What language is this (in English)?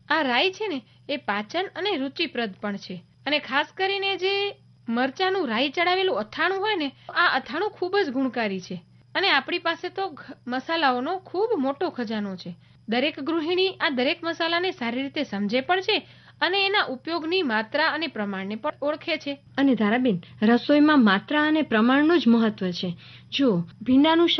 Gujarati